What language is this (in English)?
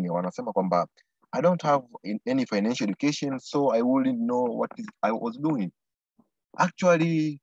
Swahili